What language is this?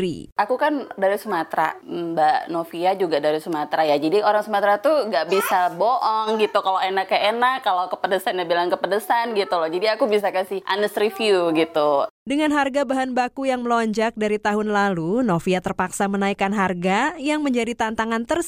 Indonesian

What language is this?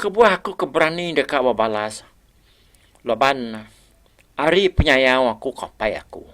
Iban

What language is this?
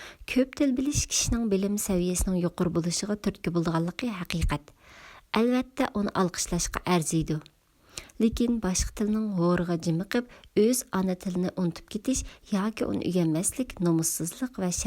Uyghur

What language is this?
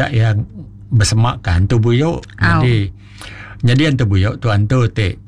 Iban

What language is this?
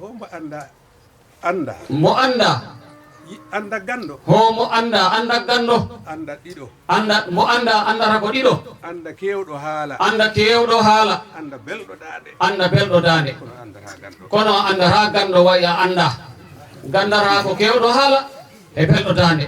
Fula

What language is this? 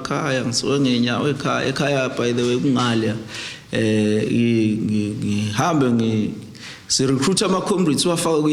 Zulu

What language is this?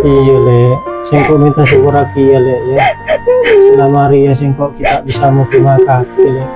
Madurese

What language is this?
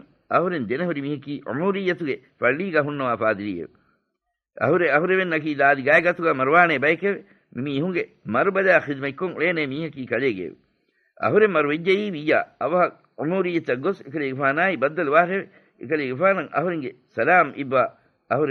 Divehi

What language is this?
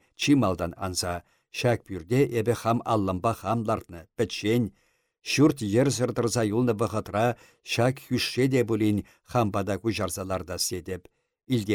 Chuvash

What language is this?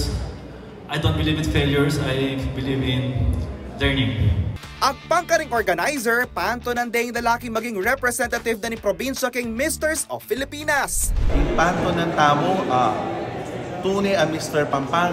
Pampanga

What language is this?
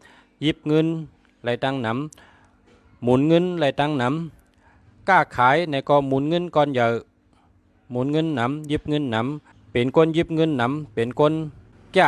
Shan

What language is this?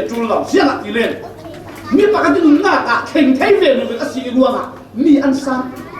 Falam Chin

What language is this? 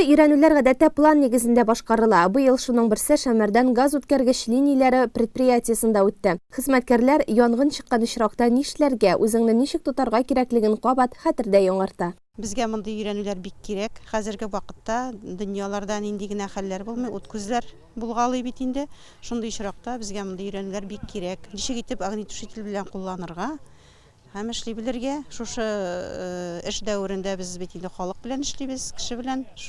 Tatar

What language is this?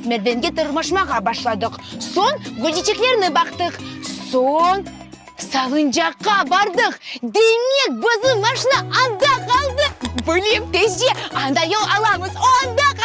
Crimean Tatar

